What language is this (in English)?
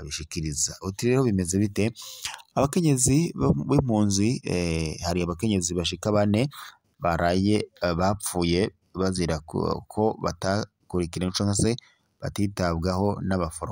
Rundi